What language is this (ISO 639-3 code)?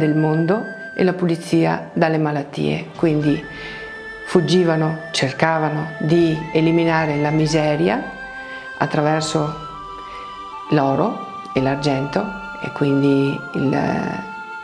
ita